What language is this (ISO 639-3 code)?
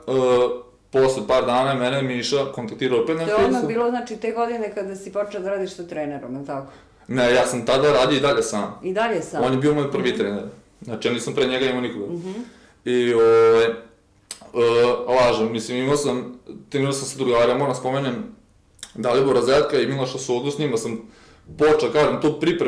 srp